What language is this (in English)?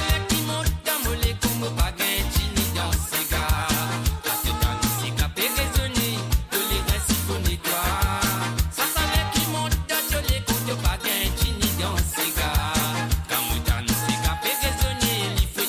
Morisyen